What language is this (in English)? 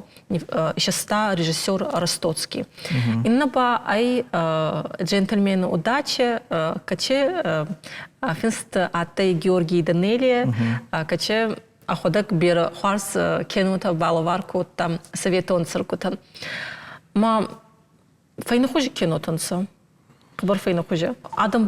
Ossetic